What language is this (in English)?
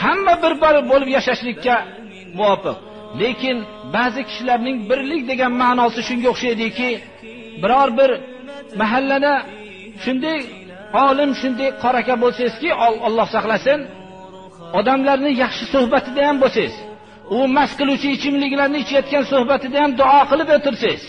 Uyghur